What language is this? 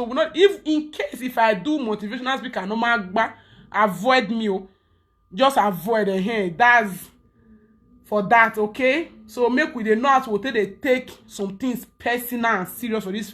Nigerian Pidgin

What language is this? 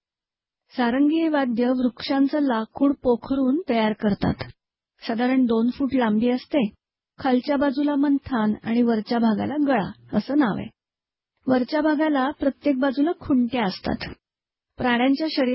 Marathi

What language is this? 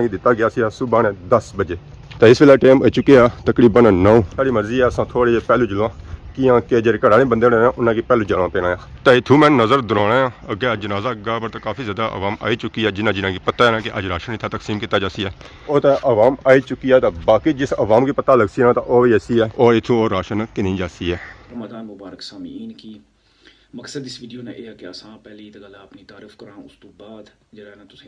Pahari-Potwari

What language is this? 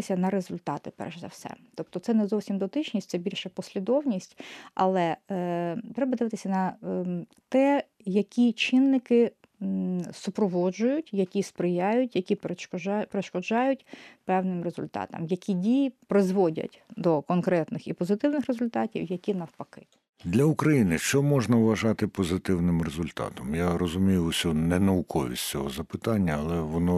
Ukrainian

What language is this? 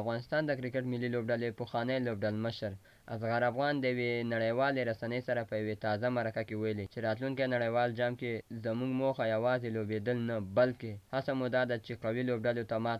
Pashto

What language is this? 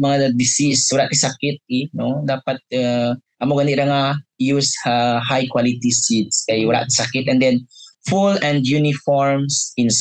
Kinaray-a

